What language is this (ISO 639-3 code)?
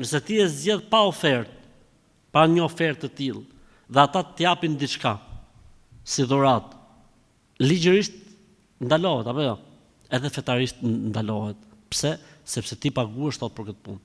sqi